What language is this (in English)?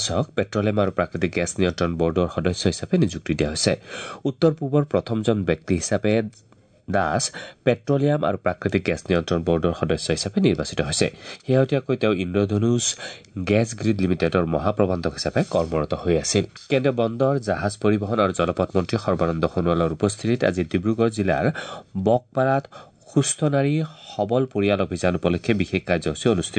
Assamese